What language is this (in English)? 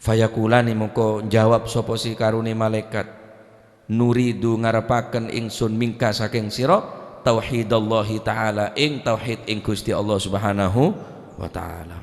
Madurese